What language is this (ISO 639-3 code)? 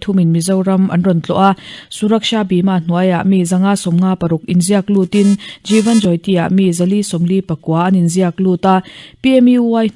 lus